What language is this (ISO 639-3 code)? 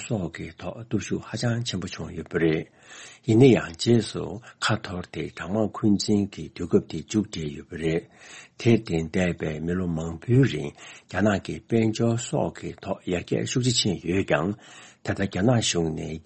bod